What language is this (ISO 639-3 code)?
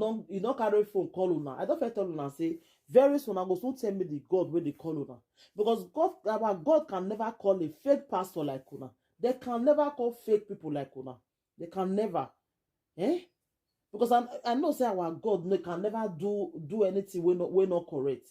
pcm